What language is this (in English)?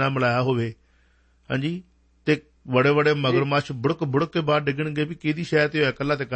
Punjabi